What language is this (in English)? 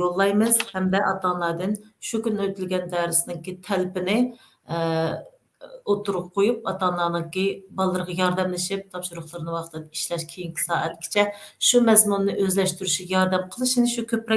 Uyghur